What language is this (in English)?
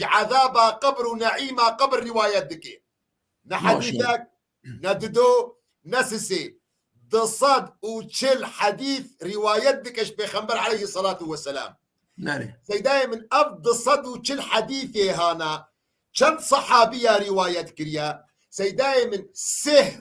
Kurdish